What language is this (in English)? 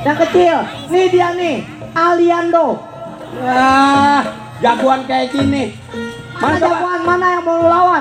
Betawi